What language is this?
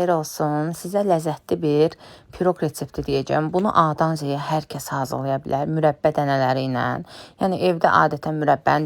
Azerbaijani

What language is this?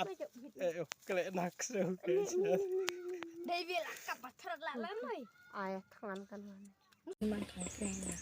Khasi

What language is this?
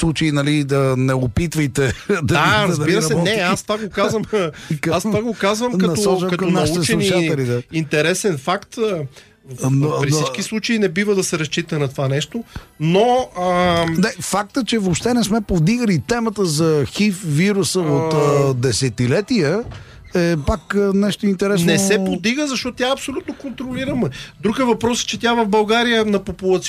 Bulgarian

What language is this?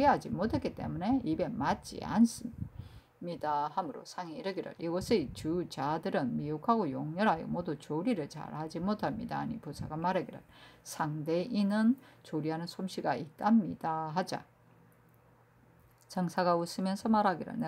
Korean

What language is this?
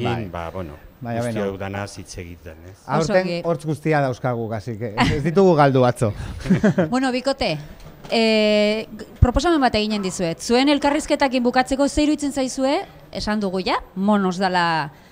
Basque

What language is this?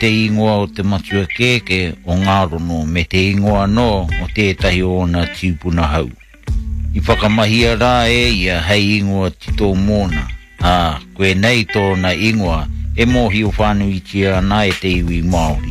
Māori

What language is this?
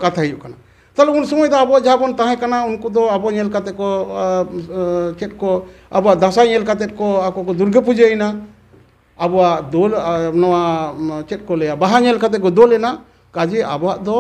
Santali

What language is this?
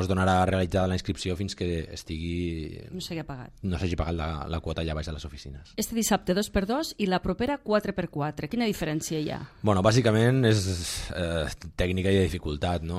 Catalan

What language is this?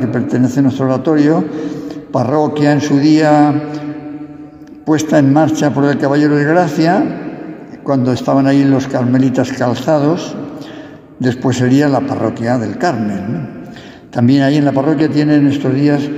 Spanish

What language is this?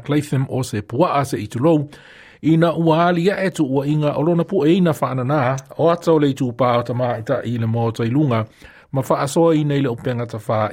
Samoan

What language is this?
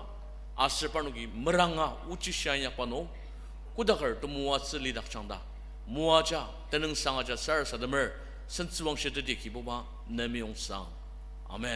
Ao Naga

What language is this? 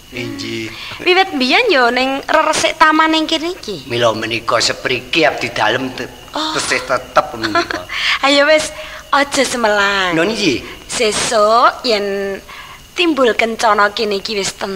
Javanese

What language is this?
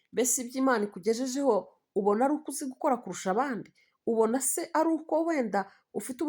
Kinyarwanda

